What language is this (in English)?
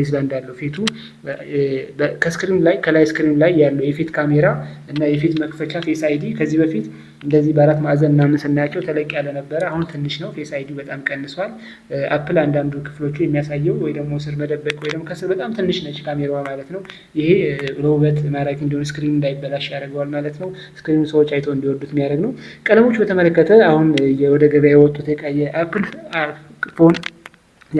Amharic